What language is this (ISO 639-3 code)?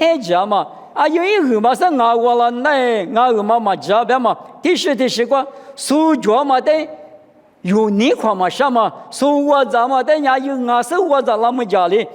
lis